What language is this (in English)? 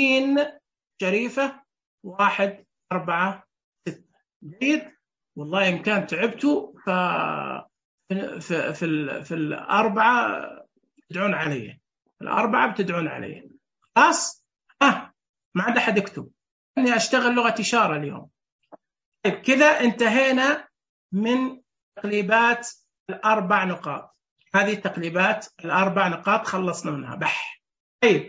Najdi Arabic